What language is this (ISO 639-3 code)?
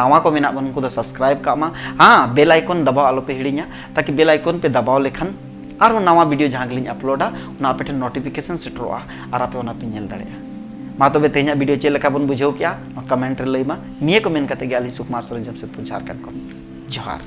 sat